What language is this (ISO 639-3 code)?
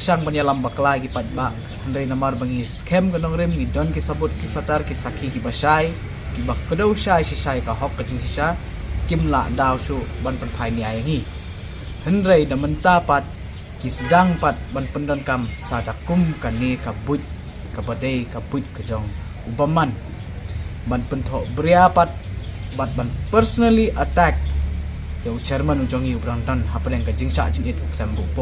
kha